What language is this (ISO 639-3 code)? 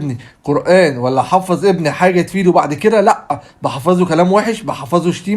arz